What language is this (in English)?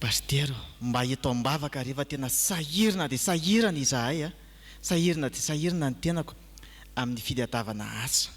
Malagasy